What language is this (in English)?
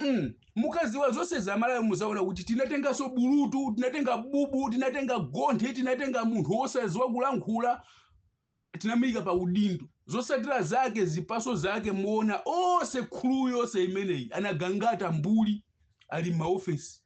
Nyanja